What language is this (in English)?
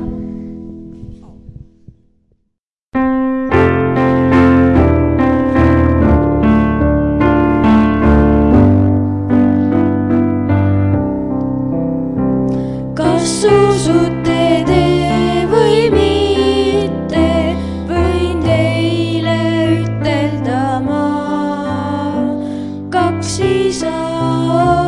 Estonian